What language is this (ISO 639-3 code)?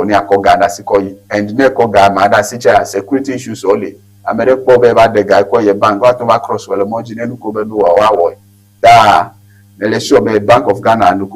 ewe